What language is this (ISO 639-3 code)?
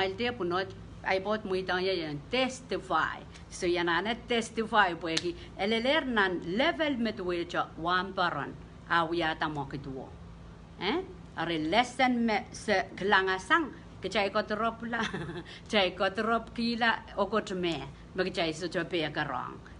pon